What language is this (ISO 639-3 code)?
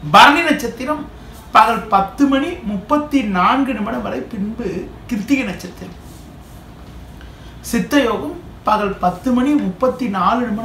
tam